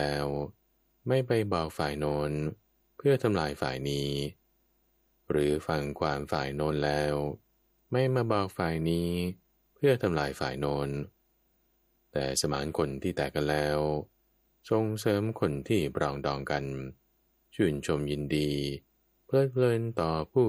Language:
Thai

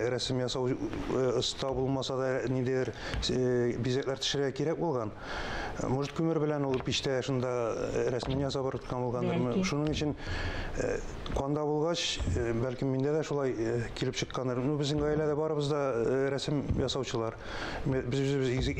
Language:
Tatar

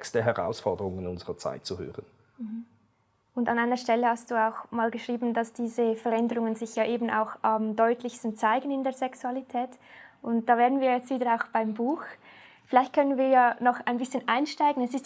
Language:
Swiss German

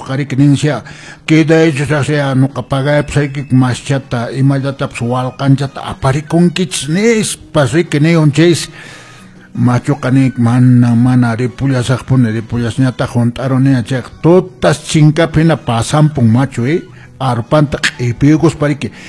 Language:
Quechua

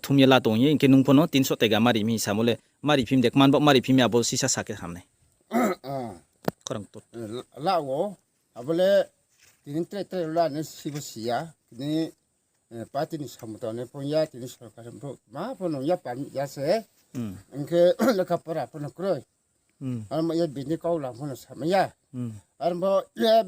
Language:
Riang (India)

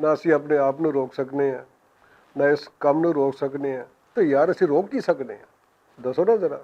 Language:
Western Panjabi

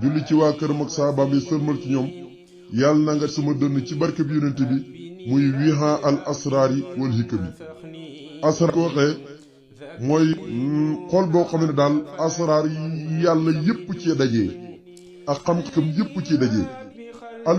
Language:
Wolof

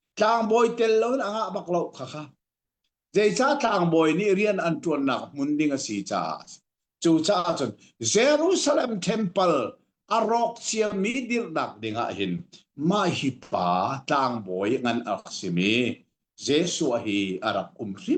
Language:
Hakha Chin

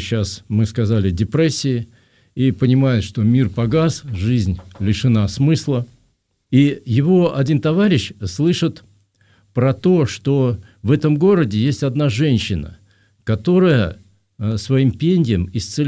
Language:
Russian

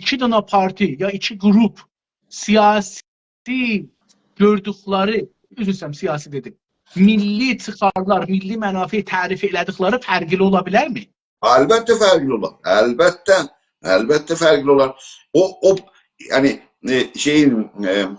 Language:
South Azerbaijani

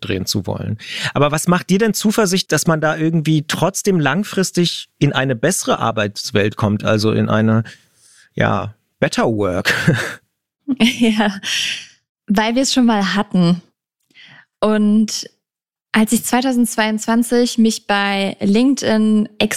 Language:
German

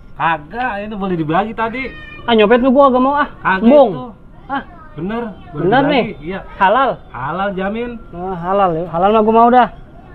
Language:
Betawi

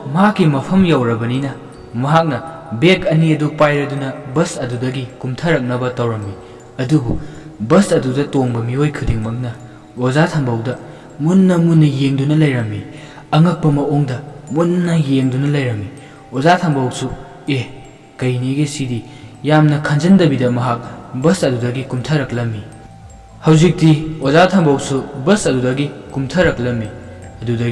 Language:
Manipuri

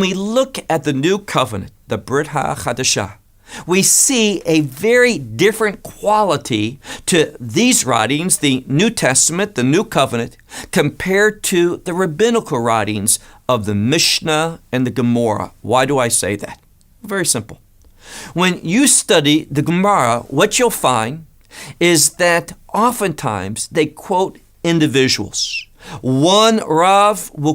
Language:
English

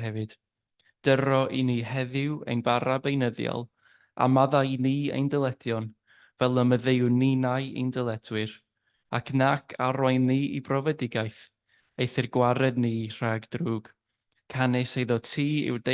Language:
Welsh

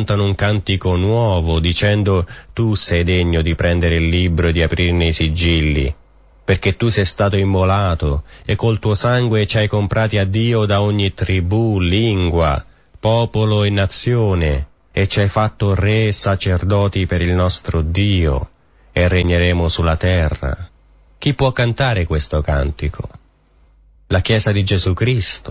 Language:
Italian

